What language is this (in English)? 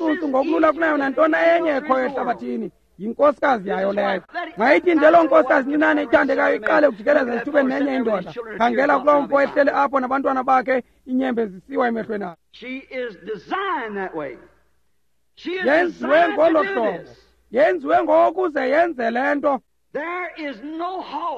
Xhosa